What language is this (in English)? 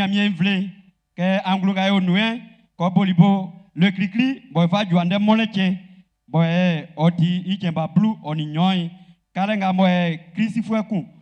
Baoulé